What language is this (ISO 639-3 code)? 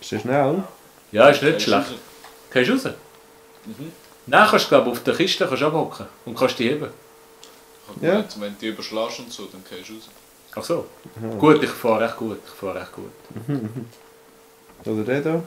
gsw